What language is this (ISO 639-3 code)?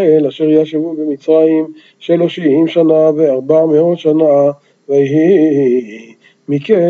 heb